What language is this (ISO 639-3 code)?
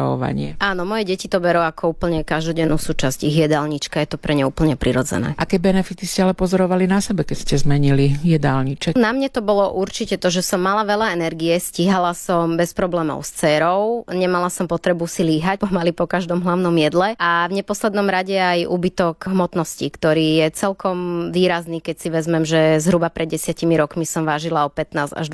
slk